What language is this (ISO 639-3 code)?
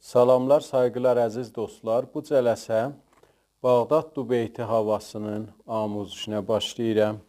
azb